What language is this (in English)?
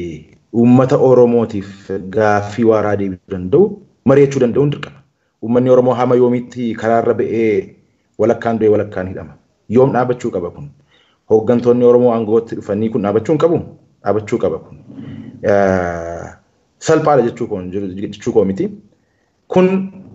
Oromo